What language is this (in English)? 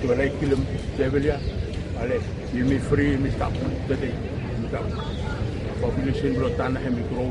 Bislama